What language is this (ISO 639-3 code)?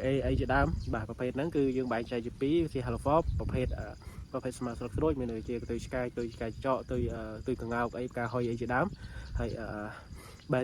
khm